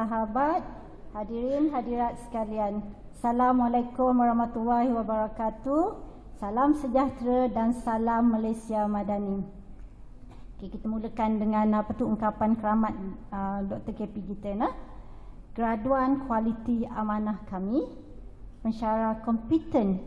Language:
Malay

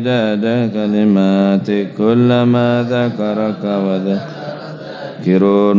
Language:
Madurese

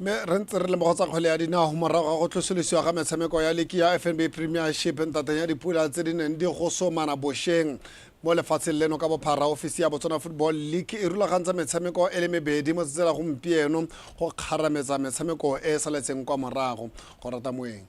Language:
Tswana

